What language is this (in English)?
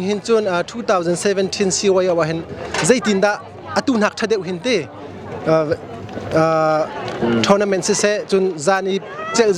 Hakha Chin